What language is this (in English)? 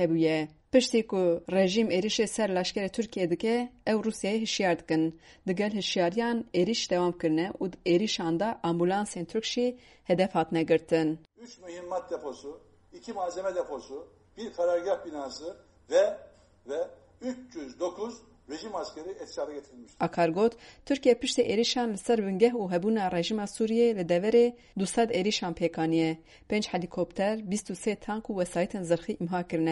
Kurdish